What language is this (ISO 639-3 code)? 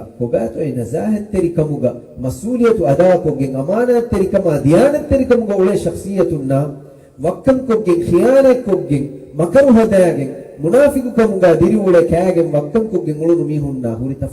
div